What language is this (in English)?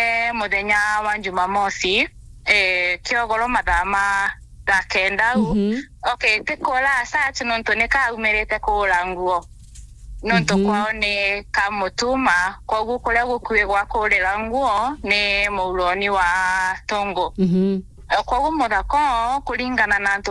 Meru